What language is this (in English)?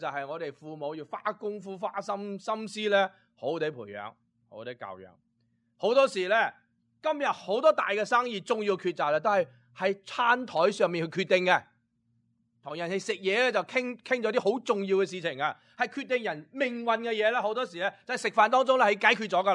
Cantonese